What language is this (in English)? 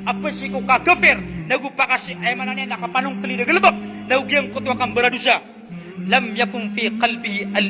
Maranao